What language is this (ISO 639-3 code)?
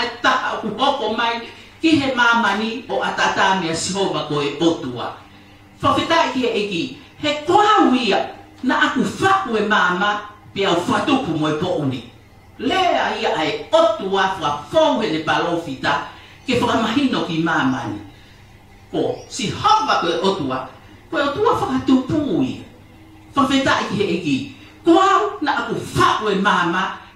ton